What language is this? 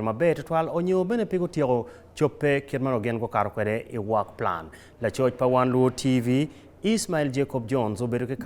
Acoli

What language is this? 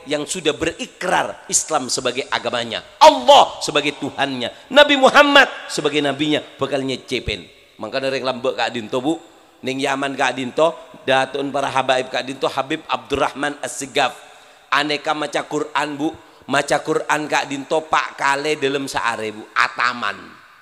Madurese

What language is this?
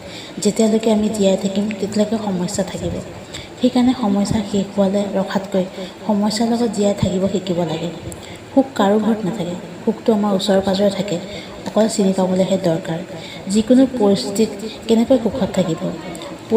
Assamese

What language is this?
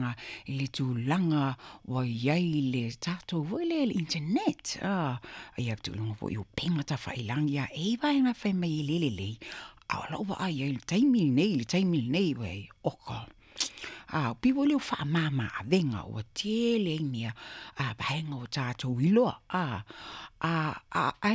Samoan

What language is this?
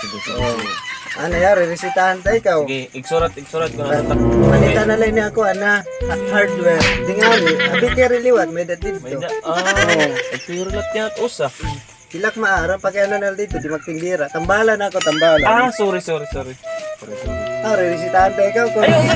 Waray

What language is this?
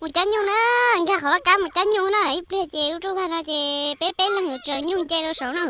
Hmong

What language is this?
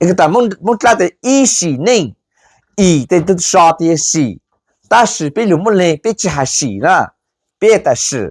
Hmong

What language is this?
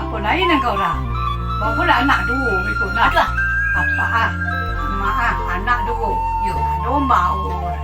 Minangkabau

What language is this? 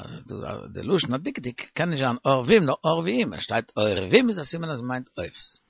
Yiddish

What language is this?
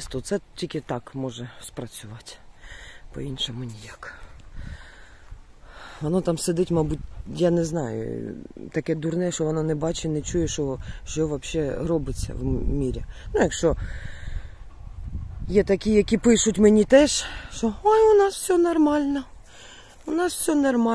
Ukrainian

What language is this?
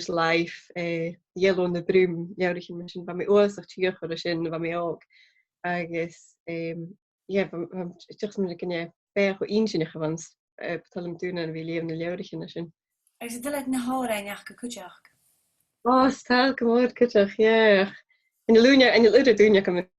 Scottish Gaelic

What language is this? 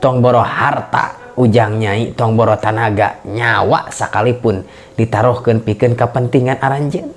Sundanese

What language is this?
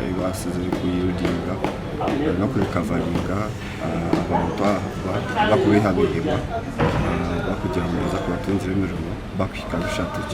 Nyankole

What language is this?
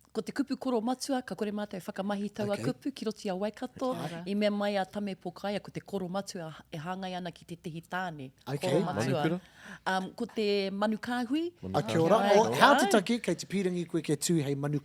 Māori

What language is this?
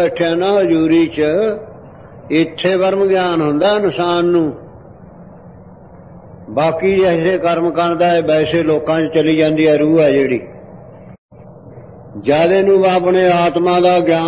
Punjabi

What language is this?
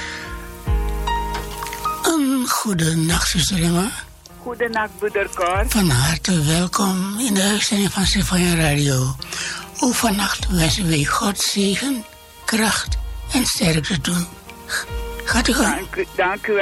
Dutch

